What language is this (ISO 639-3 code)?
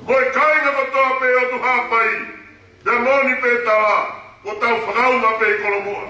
ton